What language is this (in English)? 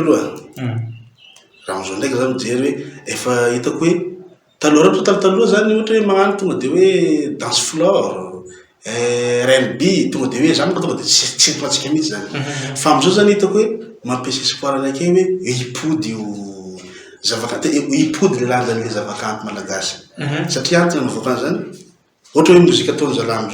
Malagasy